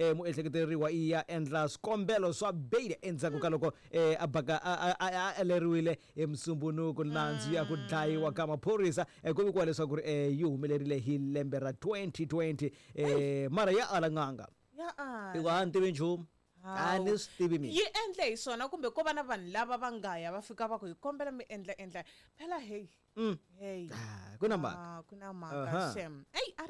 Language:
Tsonga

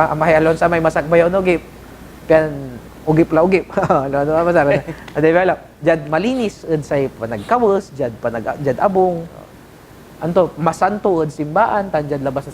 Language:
Pangasinan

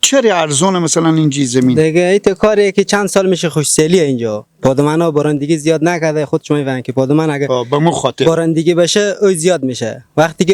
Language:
Persian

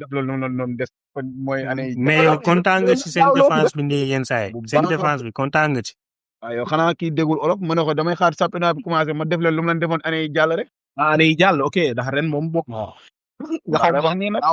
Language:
Wolof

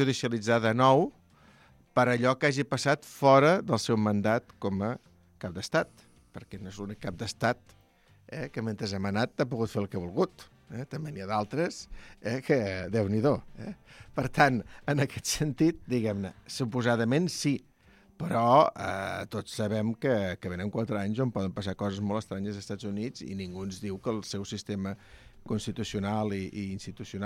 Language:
Catalan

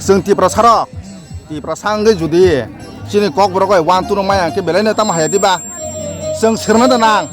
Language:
Kok Borok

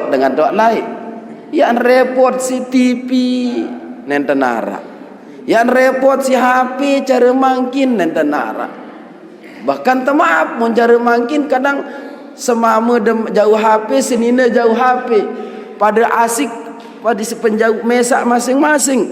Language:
Sasak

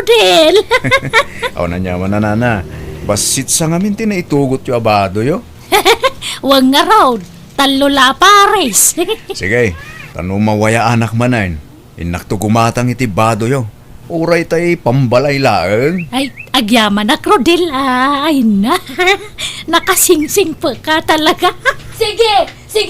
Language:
Iloko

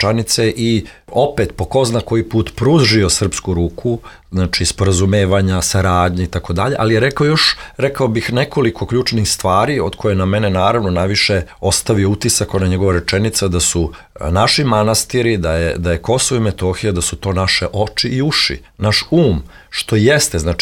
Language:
Serbian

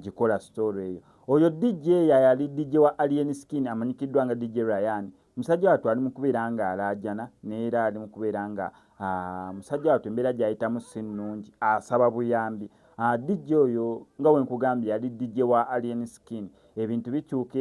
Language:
Ganda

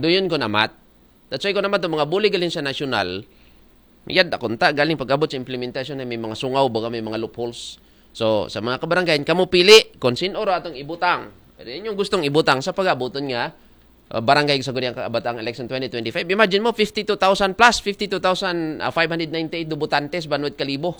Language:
Aklanon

